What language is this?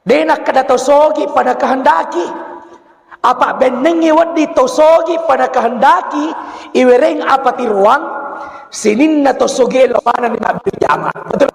Buginese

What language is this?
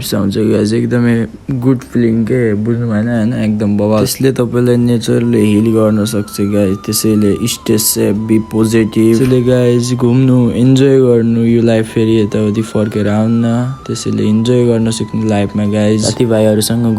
Nepali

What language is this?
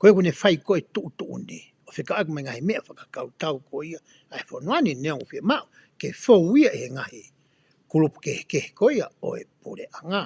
Tongan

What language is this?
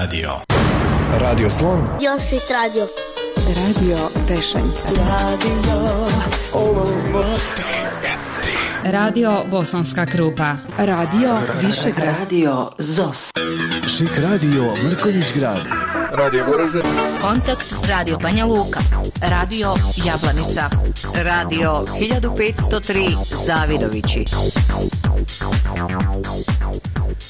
Bosnian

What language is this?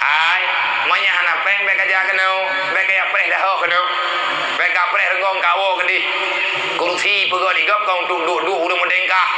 Achinese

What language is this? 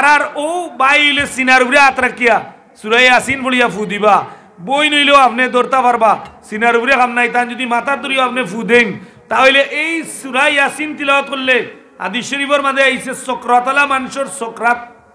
Sylheti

